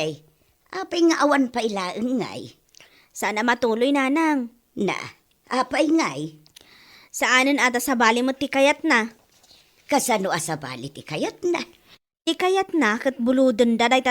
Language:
Iloko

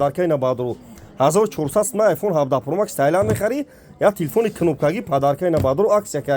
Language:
Tajik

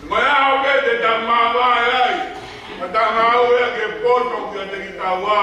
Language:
Tongan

